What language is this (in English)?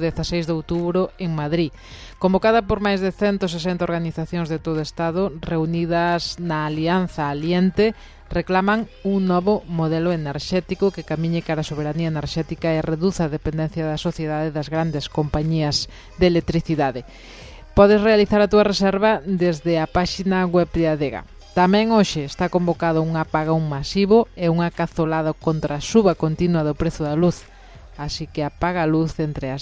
Galician